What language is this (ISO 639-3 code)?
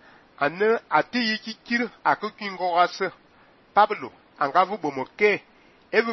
fan